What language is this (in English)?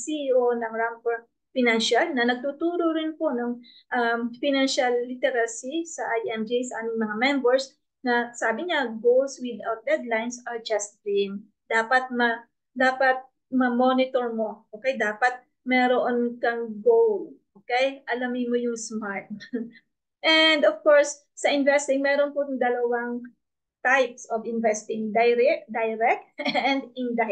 Filipino